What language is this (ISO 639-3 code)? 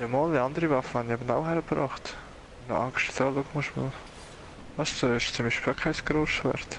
gsw